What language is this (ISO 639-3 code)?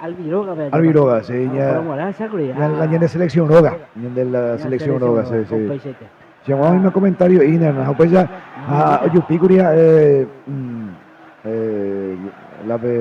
grn